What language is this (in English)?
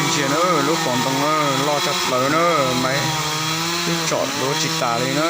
Hmong